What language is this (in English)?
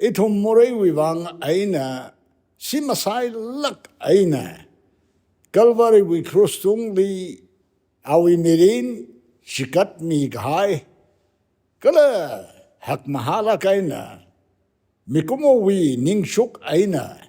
Tangkhul Naga (India)